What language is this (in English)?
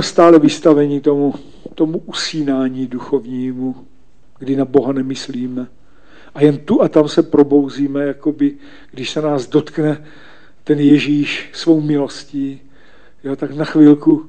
Czech